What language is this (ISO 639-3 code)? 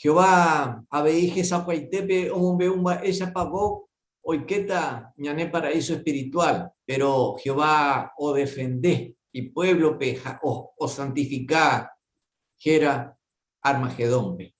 grn